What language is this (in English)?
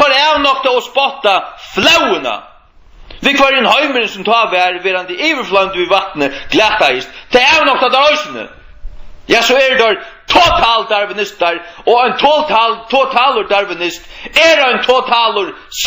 Faroese